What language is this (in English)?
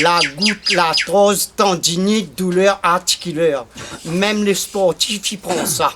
Réunion Creole French